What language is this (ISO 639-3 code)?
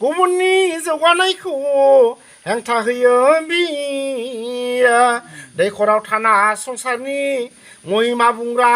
brx